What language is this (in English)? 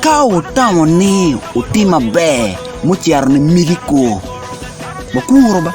Acoli